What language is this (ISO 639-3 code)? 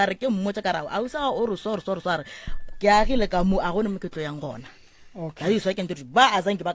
nso